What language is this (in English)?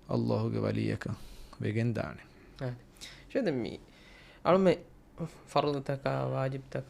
Divehi